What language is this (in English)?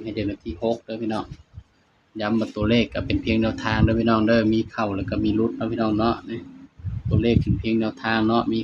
Northeastern Thai